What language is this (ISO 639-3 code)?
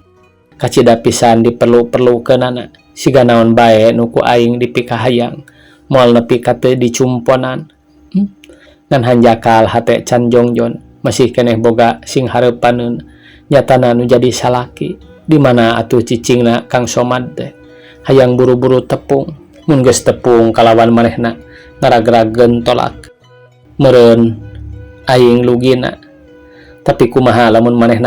sun